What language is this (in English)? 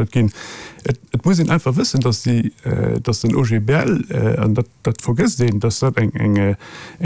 Luxembourgish